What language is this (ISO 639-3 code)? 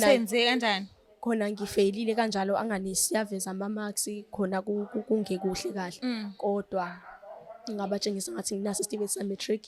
zul